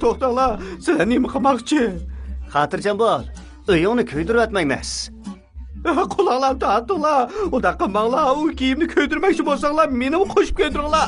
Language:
Uyghur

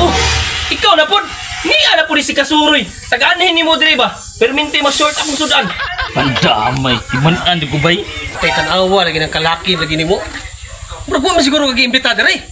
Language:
Cebuano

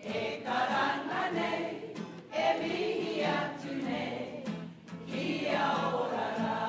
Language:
Māori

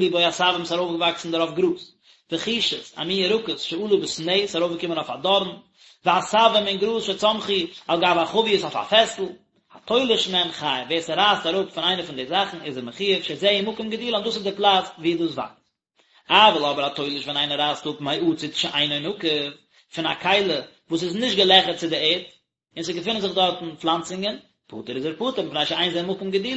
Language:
Yiddish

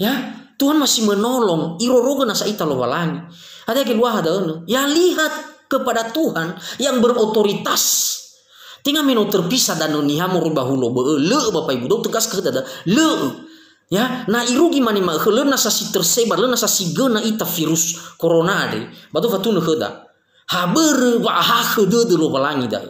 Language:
Nias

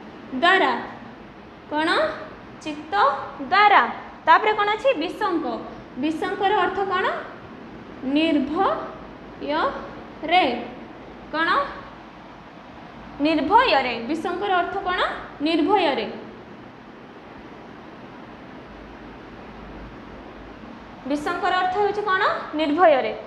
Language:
Odia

